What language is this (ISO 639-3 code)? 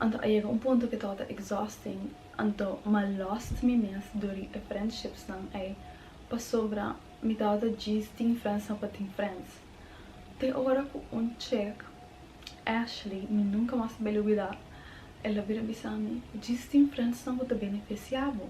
pap